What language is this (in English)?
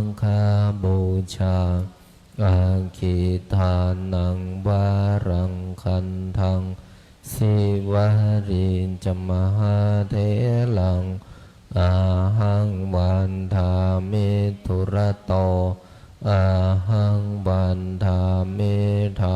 Pali